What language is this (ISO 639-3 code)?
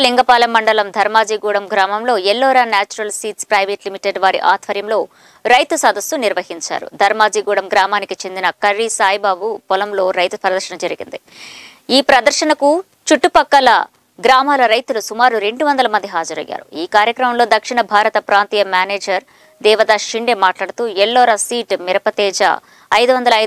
tel